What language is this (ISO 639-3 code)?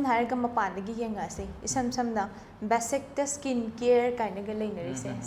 mni